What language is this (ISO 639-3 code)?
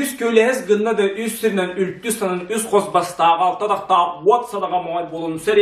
sah